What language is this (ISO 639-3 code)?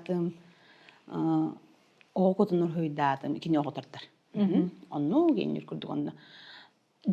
sah